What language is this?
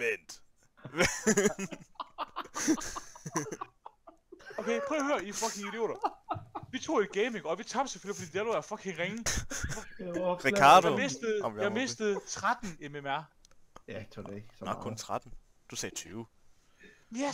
Danish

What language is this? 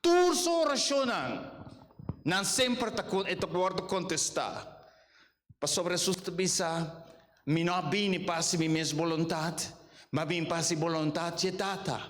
Papiamento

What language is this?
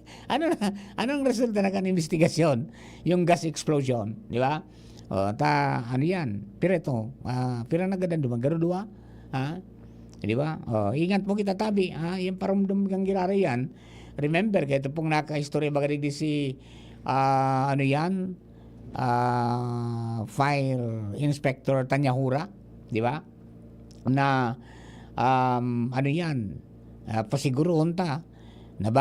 Bikol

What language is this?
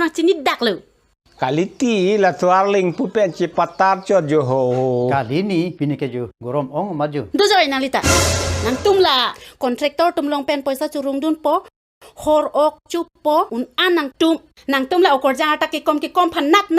Karbi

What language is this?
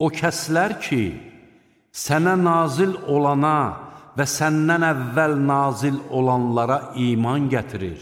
Azerbaijani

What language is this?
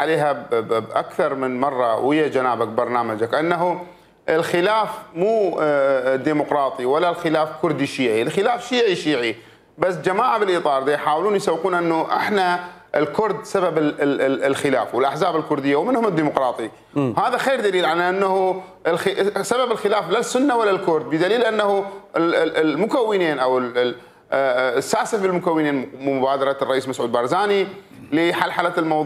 Mesopotamian Arabic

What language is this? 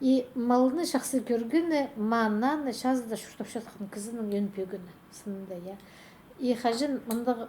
Khakas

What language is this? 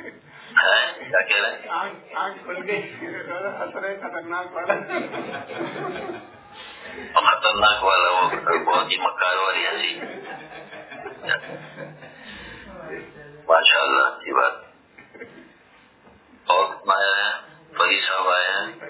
Urdu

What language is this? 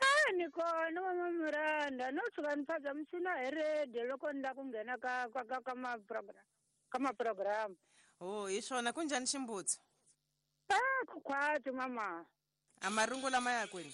Tsonga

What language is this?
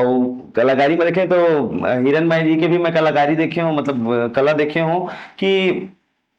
Chhattisgarhi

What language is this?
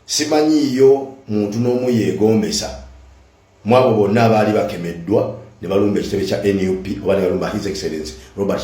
Ganda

